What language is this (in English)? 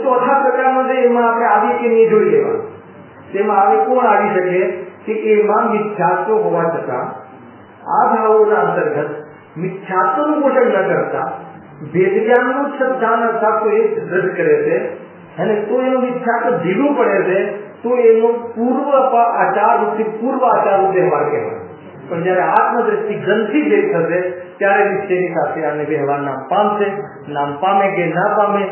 Gujarati